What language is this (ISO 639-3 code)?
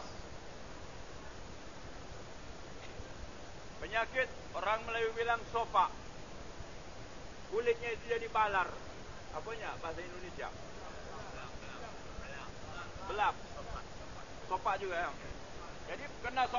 msa